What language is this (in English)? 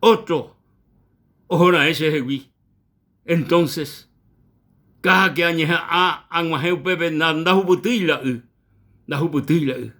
Guarani